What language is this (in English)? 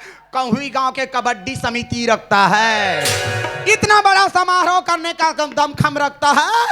Chhattisgarhi